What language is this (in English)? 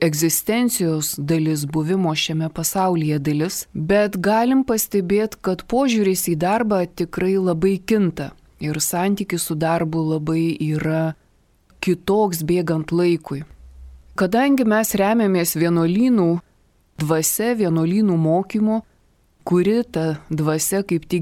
Lithuanian